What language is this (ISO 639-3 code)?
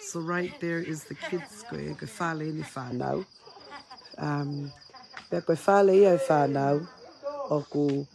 ton